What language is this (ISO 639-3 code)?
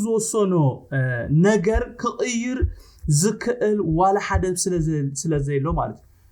tir